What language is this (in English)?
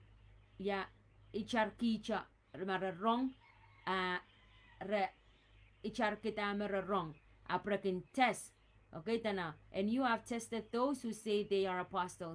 Pohnpeian